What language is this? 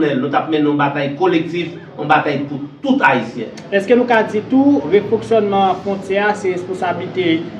Haitian Creole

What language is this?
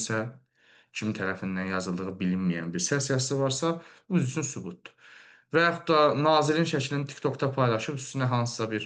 Azerbaijani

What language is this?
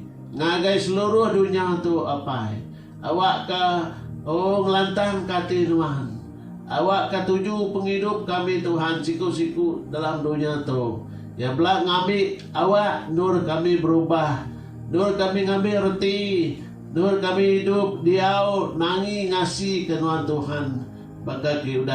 Iban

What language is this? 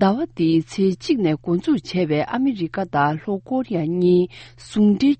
Tibetan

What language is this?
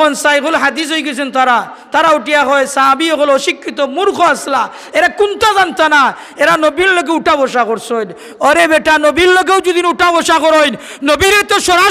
Sylheti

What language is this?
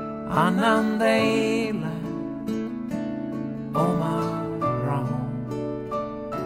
Estonian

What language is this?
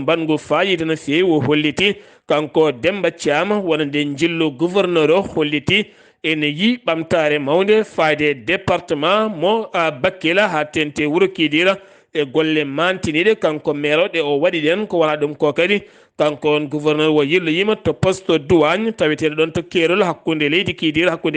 Fula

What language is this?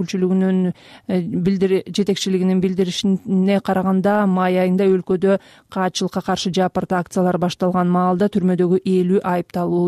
Kyrgyz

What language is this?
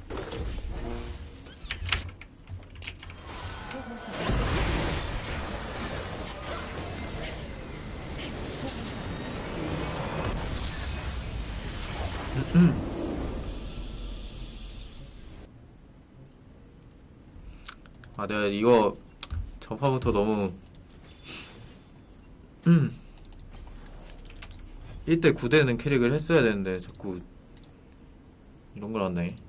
Korean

